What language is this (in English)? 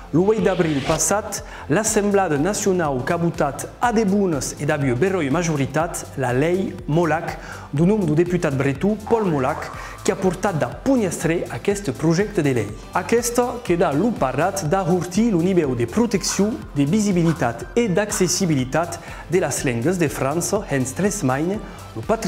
Occitan